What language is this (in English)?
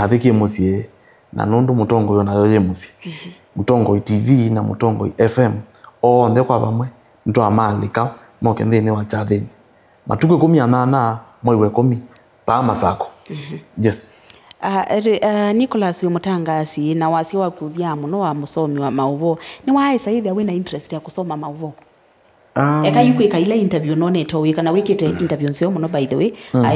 Kamba